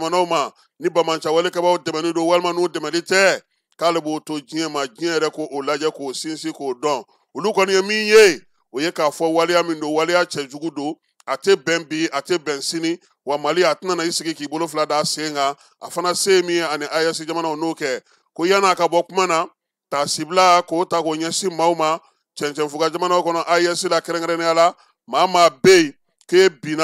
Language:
Bambara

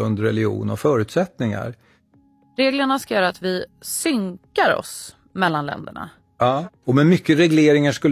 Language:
Swedish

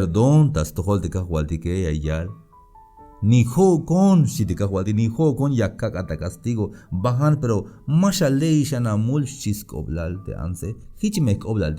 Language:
Tzeltal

